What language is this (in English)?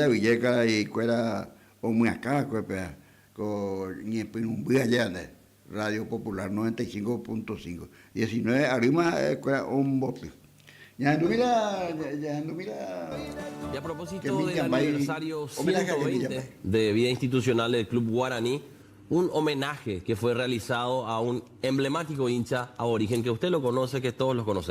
Guarani